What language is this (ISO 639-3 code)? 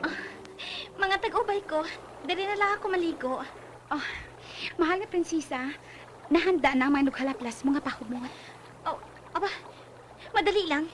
hil